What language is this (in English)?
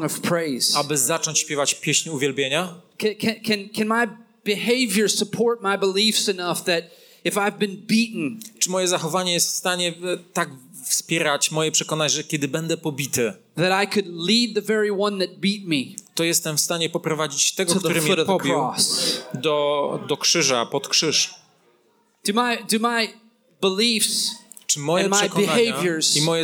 Polish